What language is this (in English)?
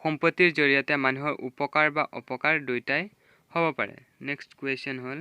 Assamese